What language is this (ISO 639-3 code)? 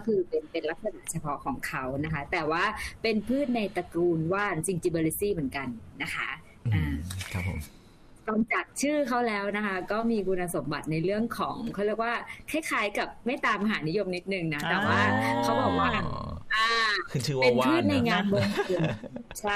tha